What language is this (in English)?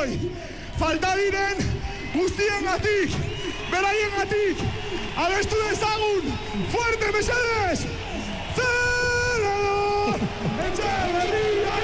Basque